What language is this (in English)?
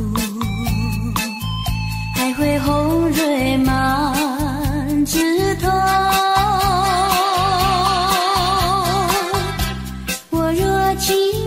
Chinese